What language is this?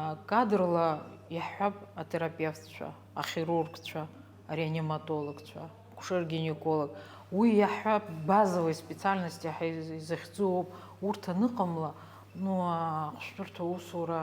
Abkhazian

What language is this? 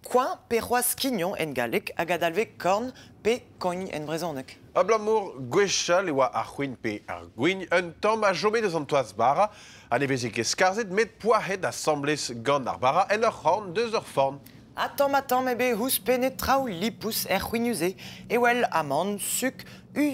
Breton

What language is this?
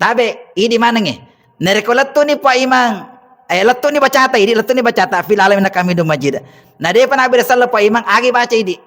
Buginese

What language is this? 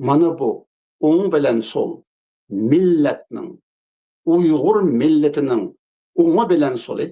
Uyghur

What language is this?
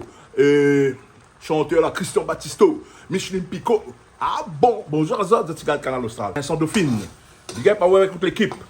Réunion Creole French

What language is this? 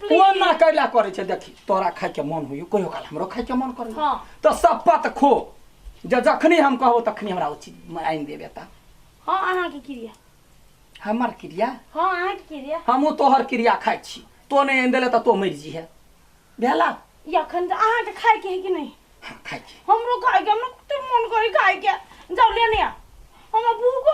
Maithili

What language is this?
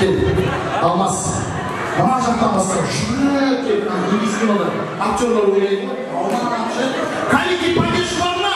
Kara-Kalpak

